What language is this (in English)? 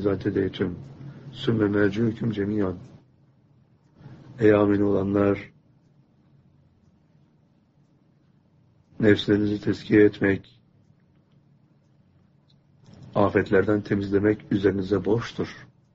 Turkish